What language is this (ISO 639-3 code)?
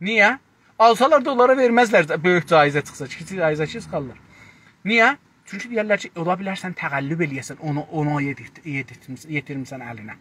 azb